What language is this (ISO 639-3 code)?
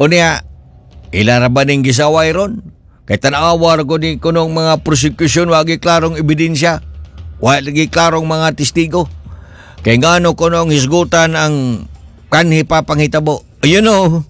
ceb